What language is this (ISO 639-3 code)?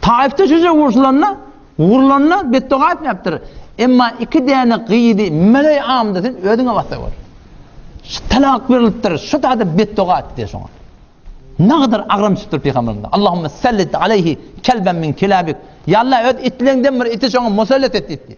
tuk